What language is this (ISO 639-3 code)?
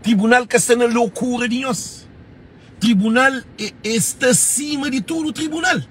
kea